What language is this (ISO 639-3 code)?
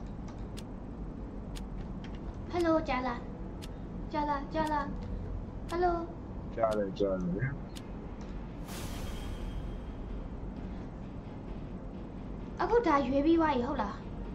mya